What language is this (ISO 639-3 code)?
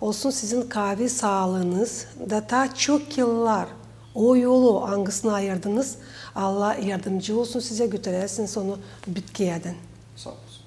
gag